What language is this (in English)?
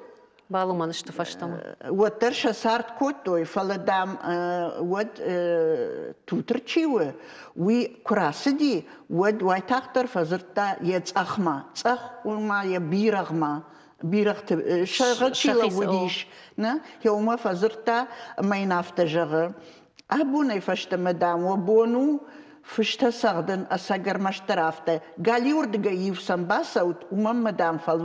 Ossetic